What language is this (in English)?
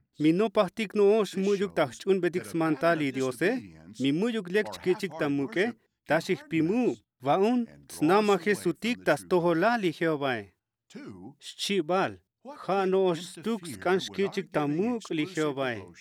Tzotzil